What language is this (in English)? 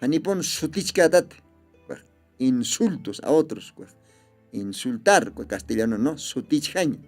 Aymara